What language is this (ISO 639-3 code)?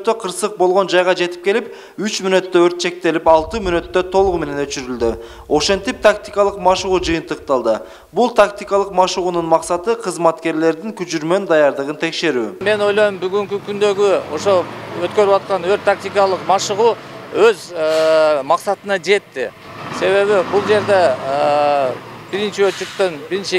kir